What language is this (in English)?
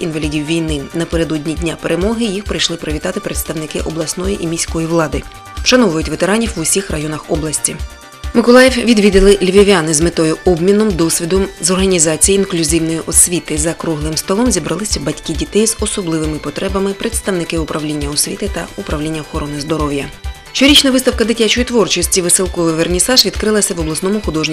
Ukrainian